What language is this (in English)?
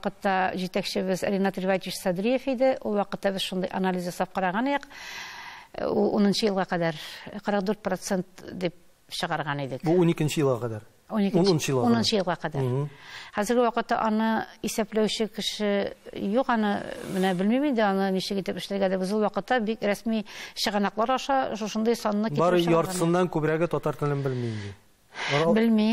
Tatar